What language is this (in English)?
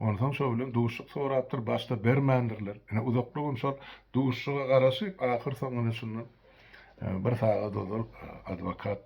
Turkmen